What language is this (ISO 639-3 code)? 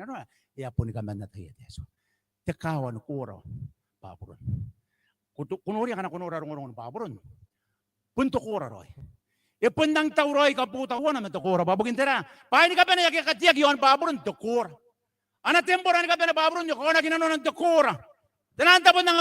gil